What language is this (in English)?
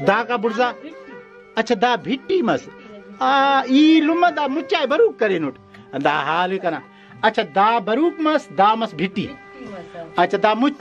Brahui